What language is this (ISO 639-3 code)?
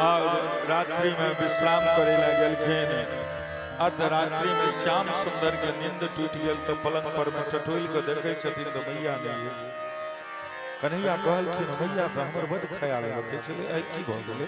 mai